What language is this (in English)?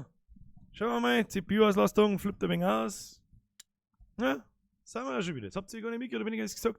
Bavarian